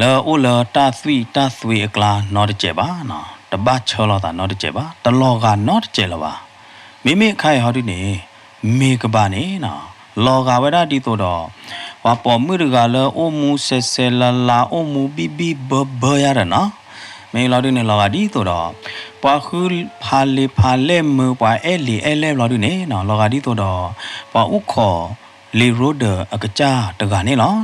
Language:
S'gaw Karen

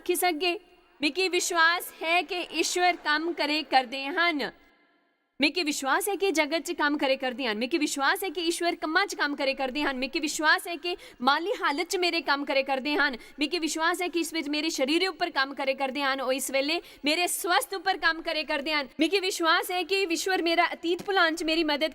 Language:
Dogri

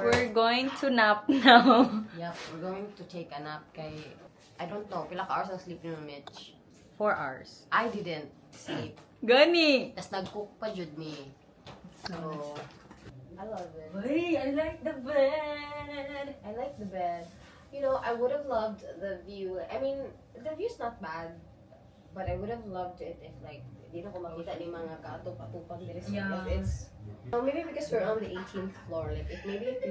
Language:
Cebuano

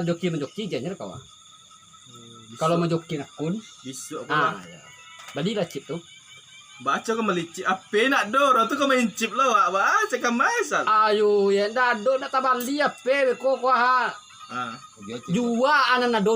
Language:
Minangkabau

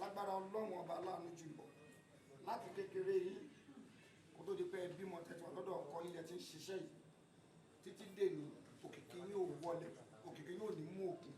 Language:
Yoruba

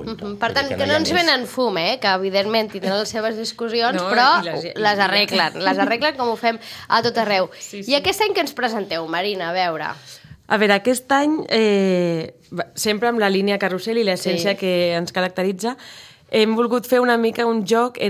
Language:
Catalan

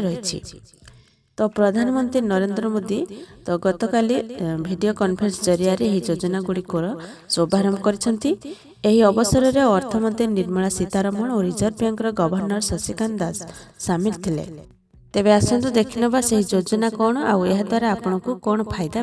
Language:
Odia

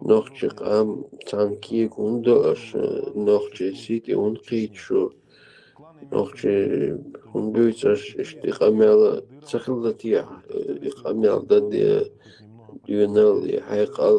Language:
Chechen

